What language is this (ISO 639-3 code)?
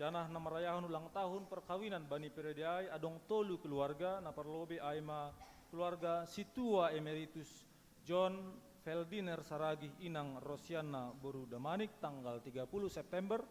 bts